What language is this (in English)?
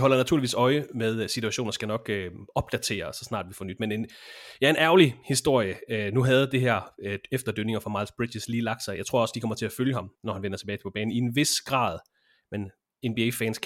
Danish